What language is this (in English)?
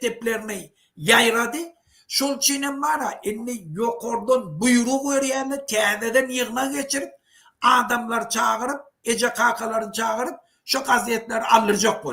Turkmen